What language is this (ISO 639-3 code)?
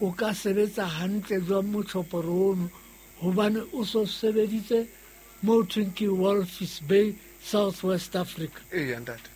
sot